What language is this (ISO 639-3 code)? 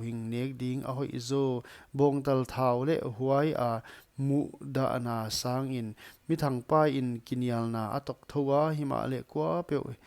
pck